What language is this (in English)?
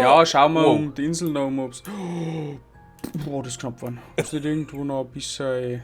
Bavarian